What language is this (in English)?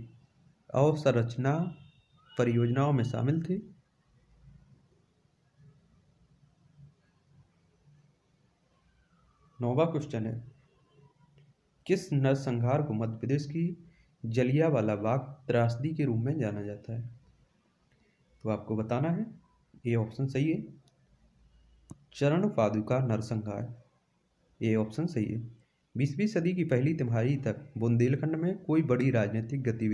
Hindi